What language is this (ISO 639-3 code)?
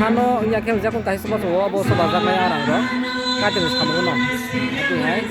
trp